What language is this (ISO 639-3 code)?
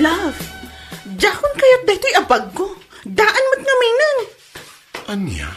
ilo